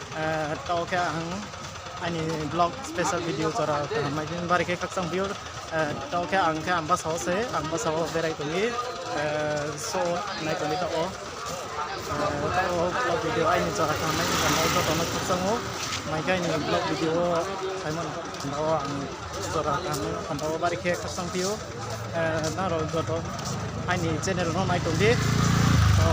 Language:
Riang (India)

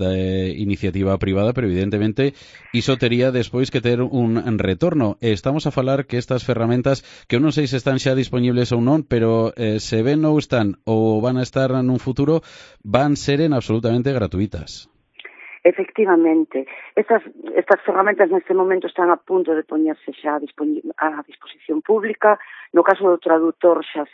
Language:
Galician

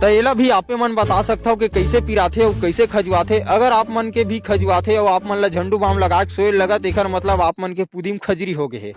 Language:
Chhattisgarhi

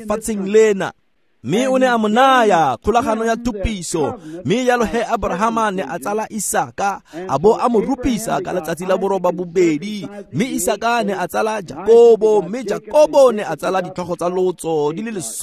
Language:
Tswana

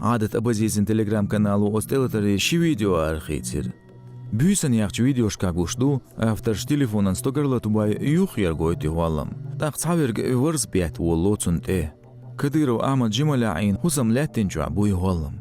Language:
Chechen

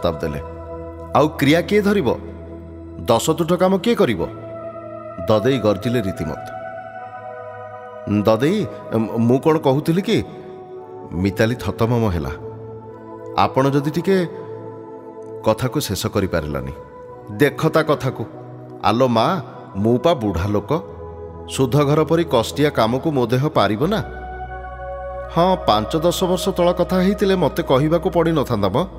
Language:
Odia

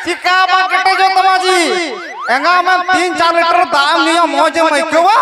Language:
Santali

